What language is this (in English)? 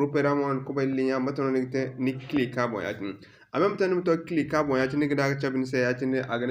Zarma